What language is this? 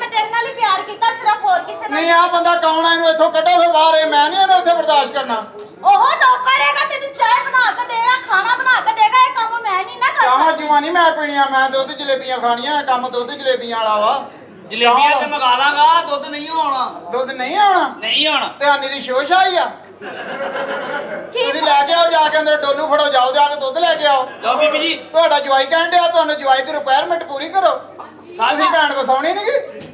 Punjabi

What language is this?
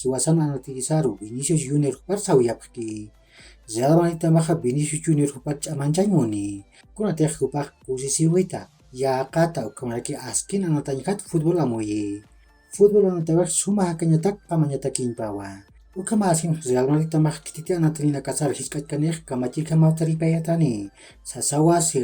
Aymara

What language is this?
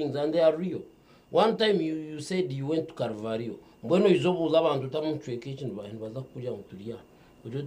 Nyankole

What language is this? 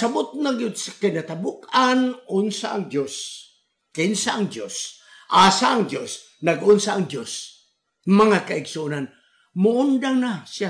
Cebuano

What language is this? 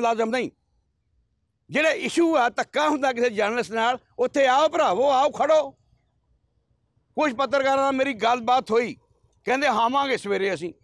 Punjabi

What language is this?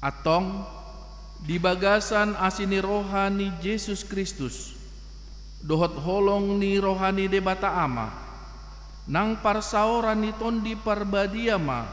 Batak Toba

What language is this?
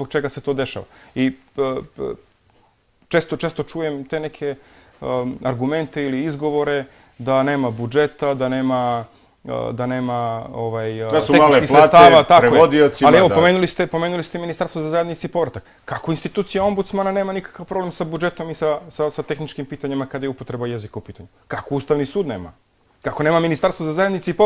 Serbian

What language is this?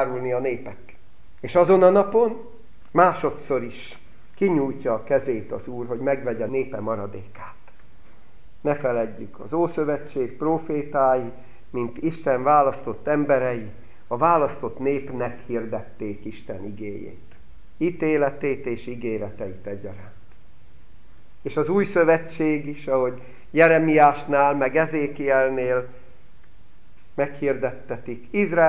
Hungarian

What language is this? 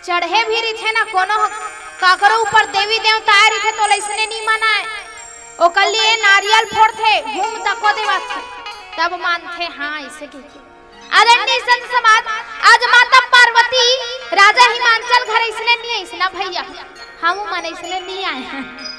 Chhattisgarhi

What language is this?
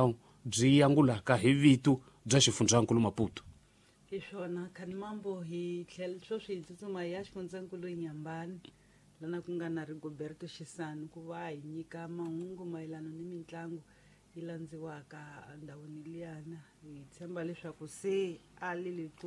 Tsonga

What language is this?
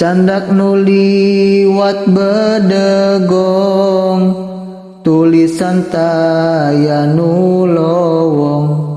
Sundanese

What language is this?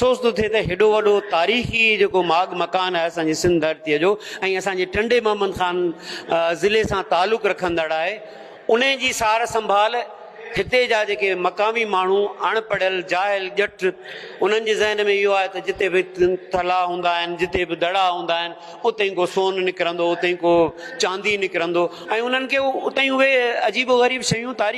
Sindhi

